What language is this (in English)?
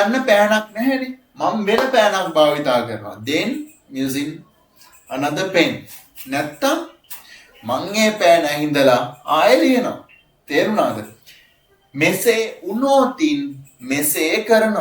Sinhala